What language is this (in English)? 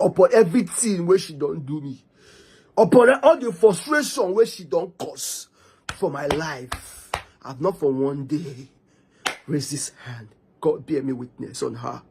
Nigerian Pidgin